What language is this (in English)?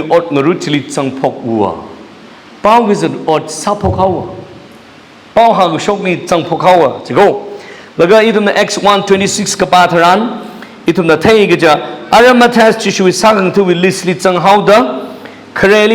Tangkhul Naga (India)